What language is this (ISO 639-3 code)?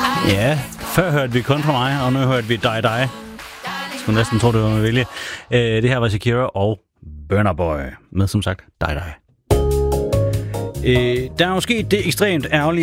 dan